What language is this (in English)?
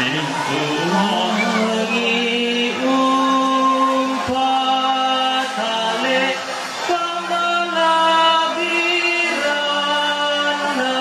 Toraja-Sa'dan